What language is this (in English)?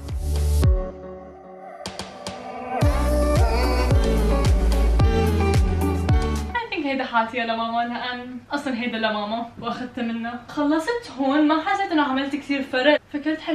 North Levantine Arabic